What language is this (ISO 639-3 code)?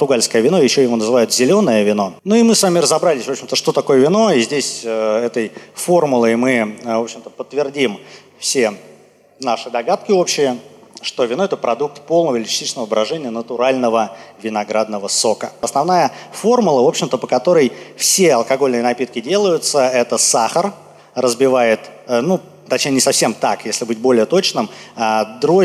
rus